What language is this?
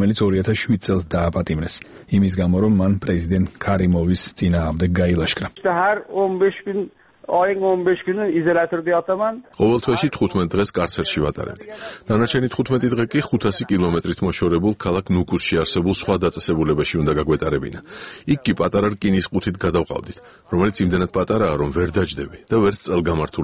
Georgian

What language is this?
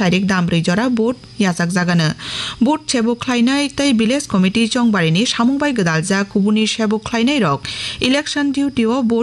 Kok Borok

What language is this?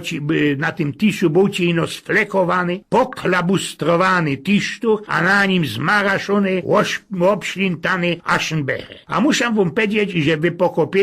Silesian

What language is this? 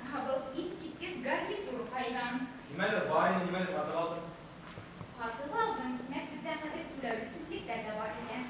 Bashkir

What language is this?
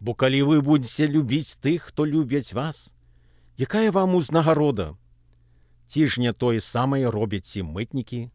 Belarusian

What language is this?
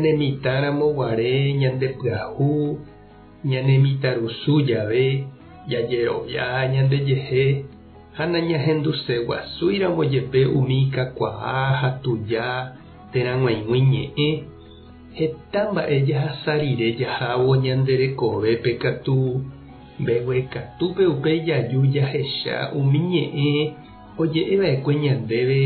Guarani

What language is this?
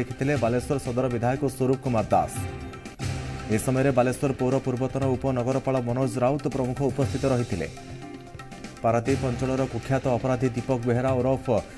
Odia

